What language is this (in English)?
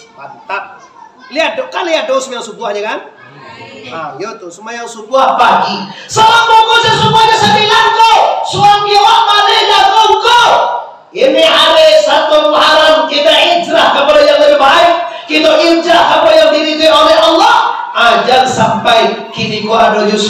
Minangkabau